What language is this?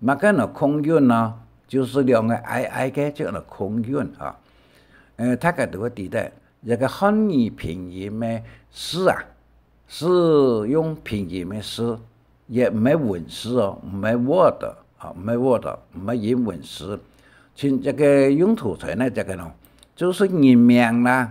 Hakka Chinese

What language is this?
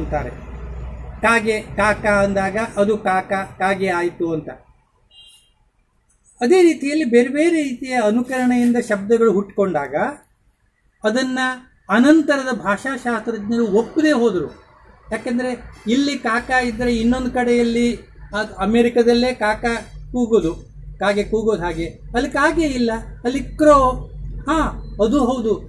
Kannada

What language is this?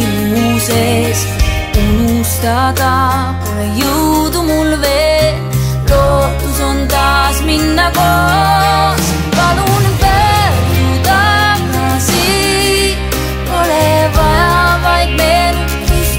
Estonian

